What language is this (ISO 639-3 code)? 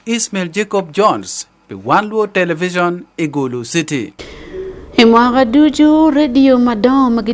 ach